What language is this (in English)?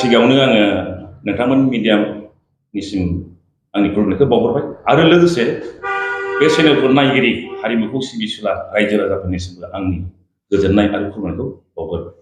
Bodo